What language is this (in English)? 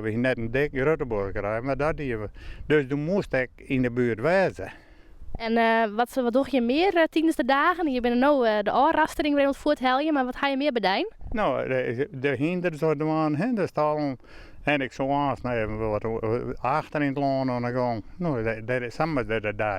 Western Frisian